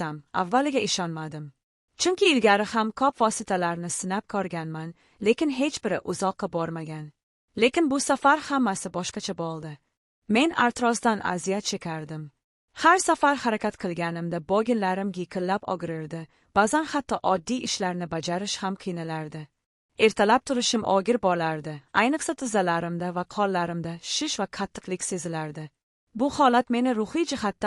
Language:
Uzbek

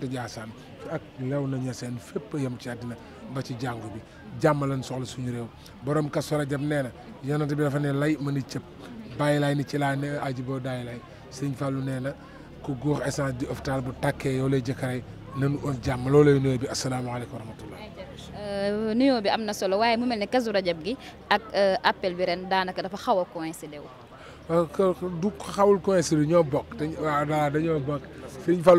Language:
Wolof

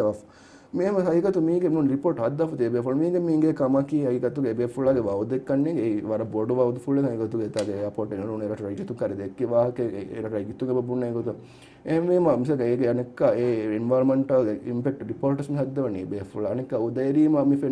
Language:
Divehi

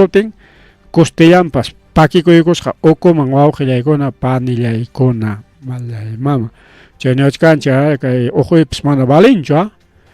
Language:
Ayacucho Quechua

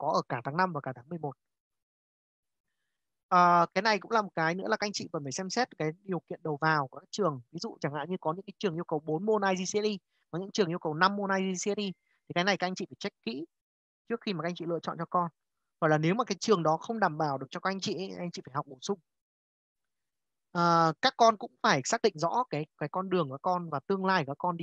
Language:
Vietnamese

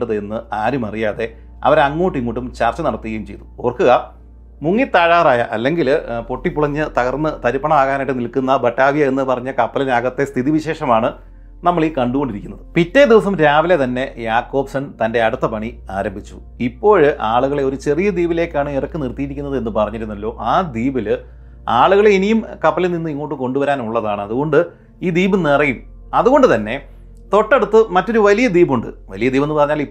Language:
Malayalam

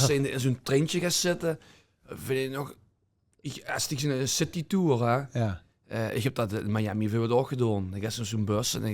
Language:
Limburgish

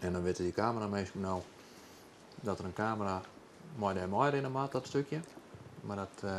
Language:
Western Frisian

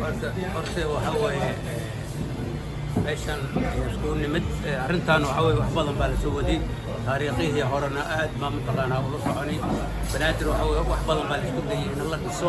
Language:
Somali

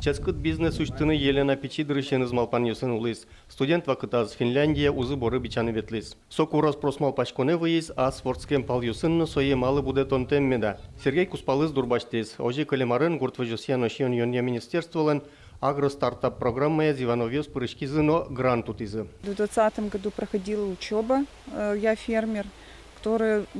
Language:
Udmurt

